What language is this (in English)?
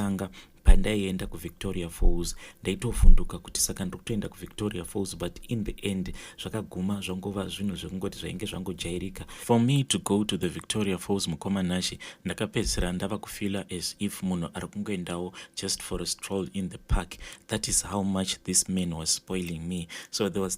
Shona